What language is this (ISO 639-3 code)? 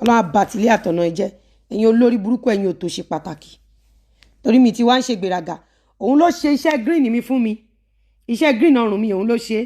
yor